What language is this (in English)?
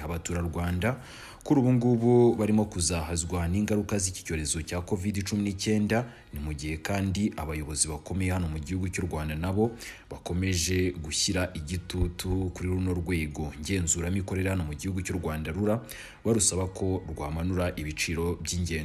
Kinyarwanda